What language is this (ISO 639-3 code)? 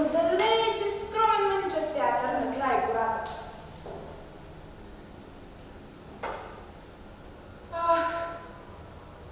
bul